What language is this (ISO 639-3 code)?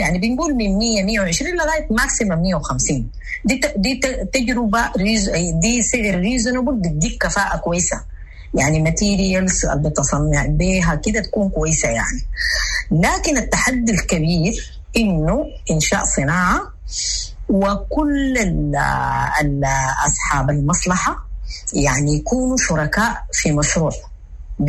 apd